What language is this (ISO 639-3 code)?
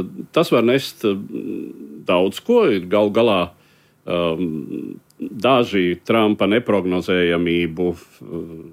lav